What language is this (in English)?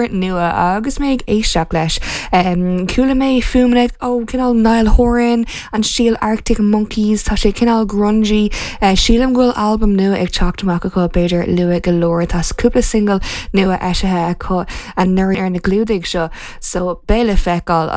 Irish